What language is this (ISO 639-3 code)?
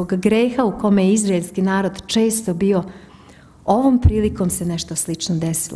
srp